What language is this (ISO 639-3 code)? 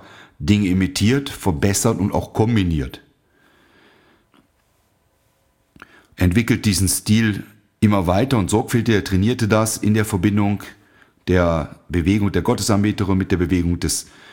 deu